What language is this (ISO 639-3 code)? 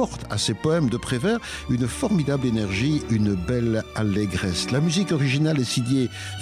fra